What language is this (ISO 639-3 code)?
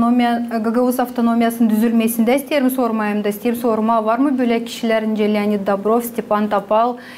gag